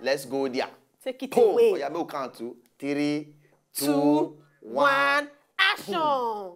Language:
Nigerian Pidgin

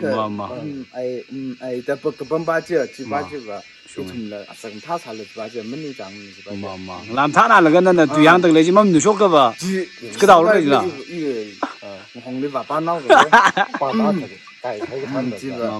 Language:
Tangkhul Naga (India)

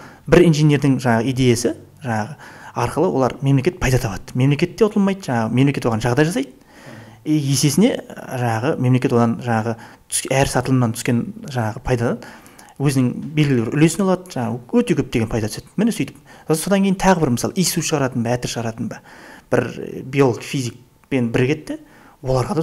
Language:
Kazakh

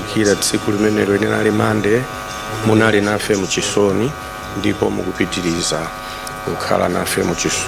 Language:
Nyanja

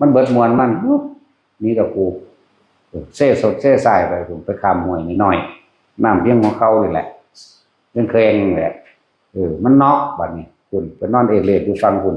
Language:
Northeastern Thai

